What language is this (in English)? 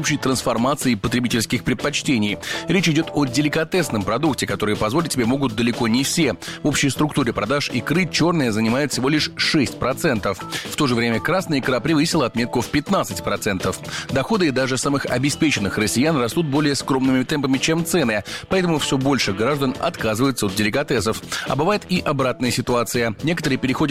Russian